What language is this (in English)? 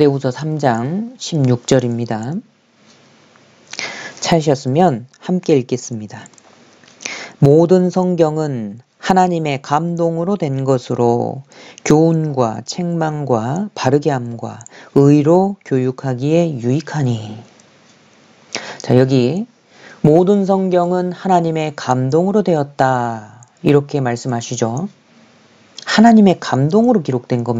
Korean